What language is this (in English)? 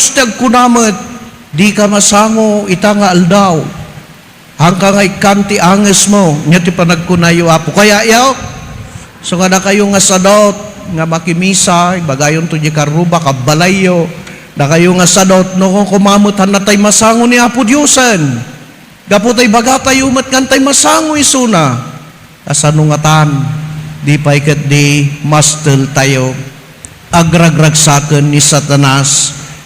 Iloko